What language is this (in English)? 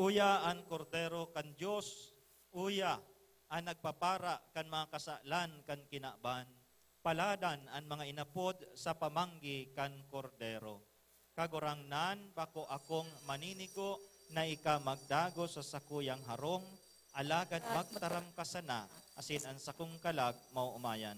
Bikol